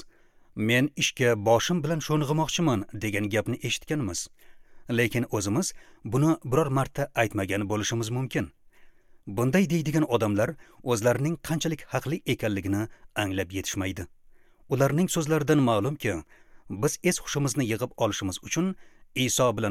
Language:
Uzbek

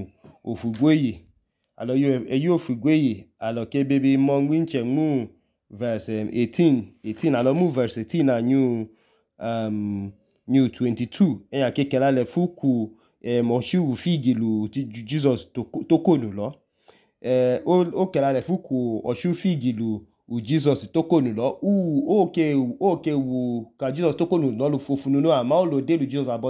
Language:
Idoma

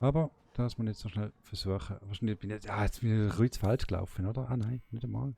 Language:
Swiss German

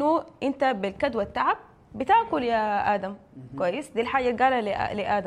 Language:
Sudanese Arabic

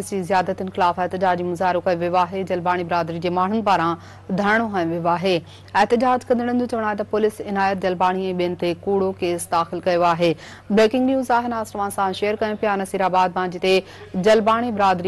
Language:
Sindhi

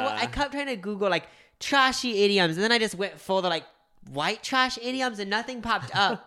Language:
English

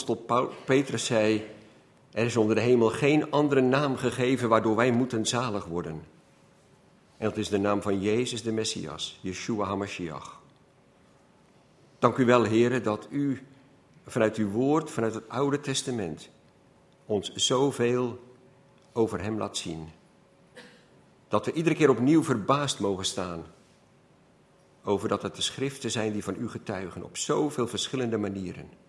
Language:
Dutch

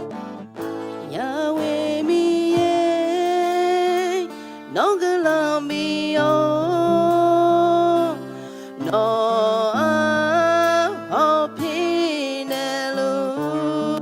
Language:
Akha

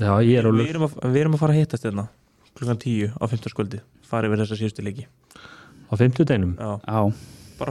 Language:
Icelandic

